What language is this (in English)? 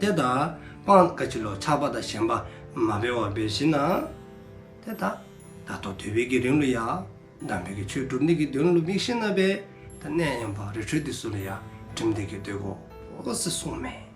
Dzongkha